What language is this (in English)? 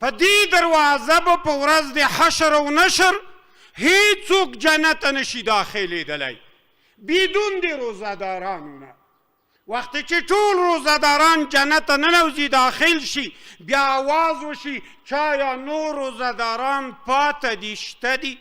Pashto